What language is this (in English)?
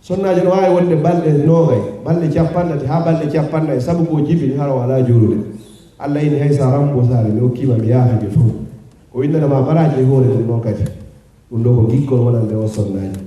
Fula